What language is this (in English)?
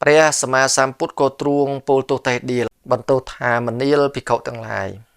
Khmer